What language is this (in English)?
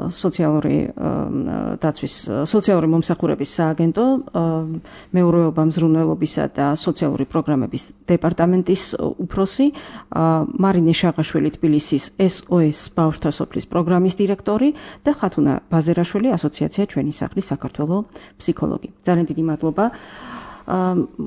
Georgian